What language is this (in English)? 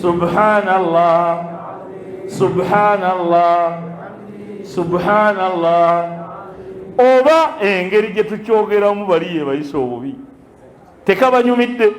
Ganda